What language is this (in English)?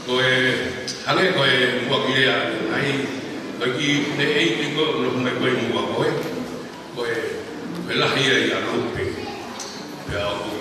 Tongan